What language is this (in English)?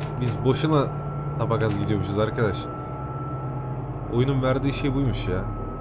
Turkish